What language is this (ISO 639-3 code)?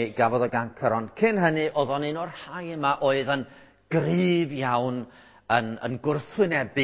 cym